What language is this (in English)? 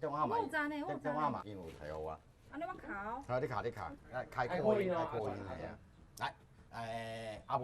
Min Nan Chinese